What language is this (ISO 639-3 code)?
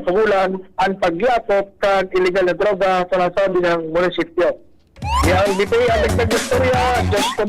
bik